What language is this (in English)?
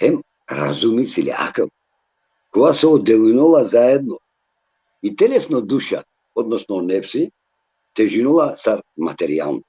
Balkan Romani